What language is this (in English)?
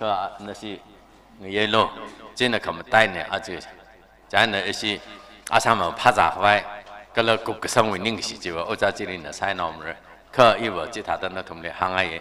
Tangkhul Naga (India)